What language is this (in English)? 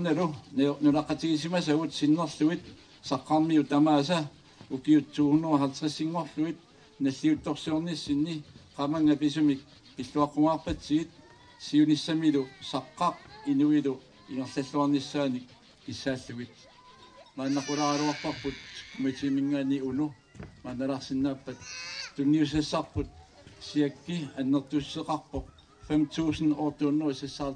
Kalaallisut